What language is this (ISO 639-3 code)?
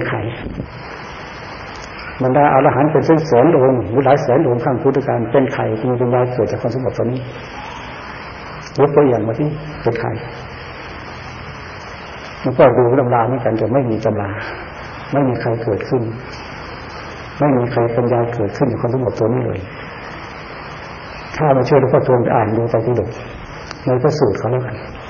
tha